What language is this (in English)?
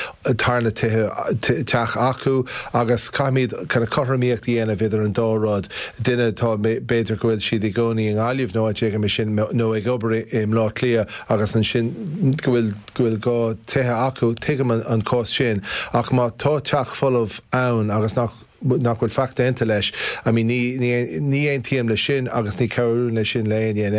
Irish